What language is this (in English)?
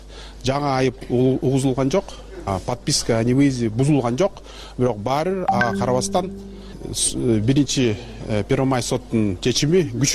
Kyrgyz